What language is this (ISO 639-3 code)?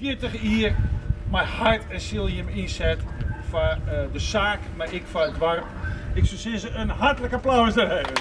fry